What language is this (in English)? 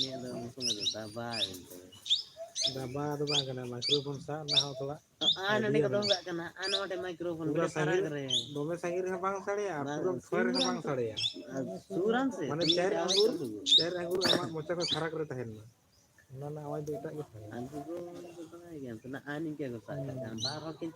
Santali